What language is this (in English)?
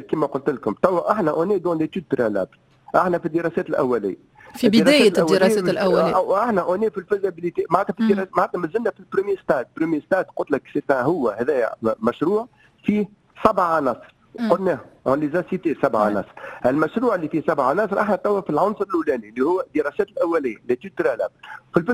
Tunisian Arabic